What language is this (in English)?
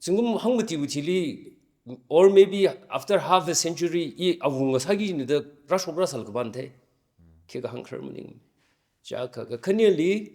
Tangkhul Naga (India)